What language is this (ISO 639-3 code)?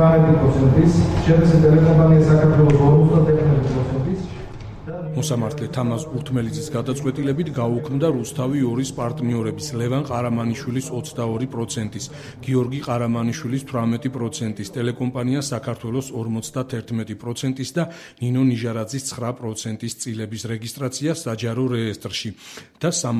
kat